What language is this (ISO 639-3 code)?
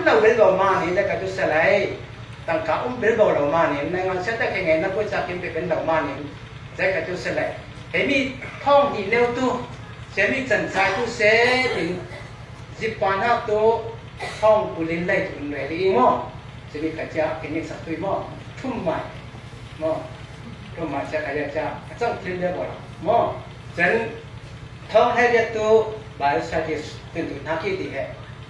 cfm